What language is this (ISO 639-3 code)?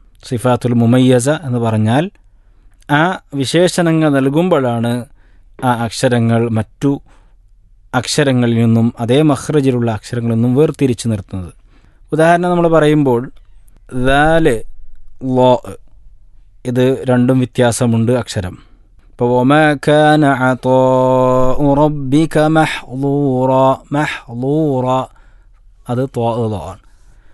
mal